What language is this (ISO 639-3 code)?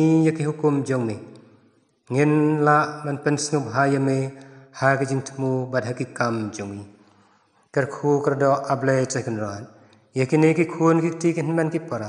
kha